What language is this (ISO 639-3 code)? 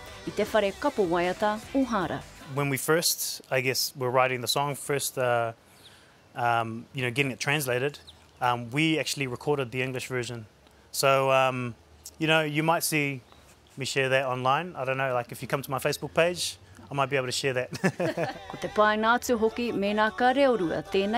mri